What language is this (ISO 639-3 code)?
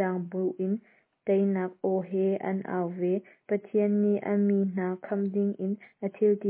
cnh